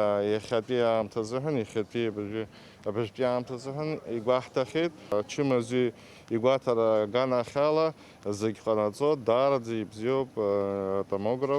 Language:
Abkhazian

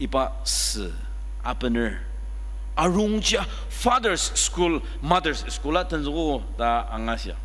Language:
Ao Naga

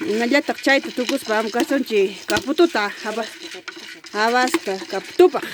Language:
Ayacucho Quechua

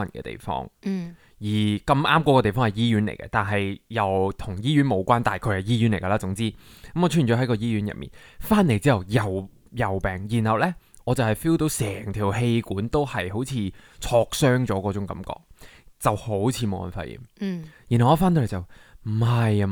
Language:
Cantonese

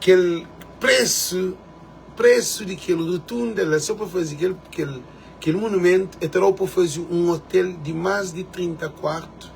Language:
Kabuverdianu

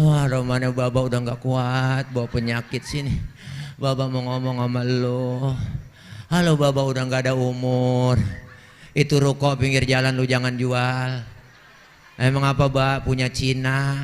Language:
Betawi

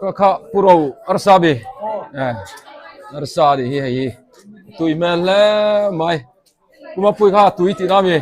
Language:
Mizo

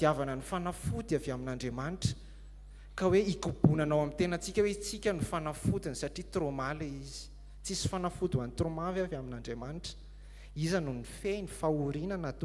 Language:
Malagasy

